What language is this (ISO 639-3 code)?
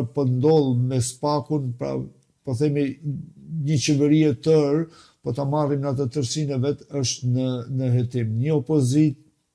sqi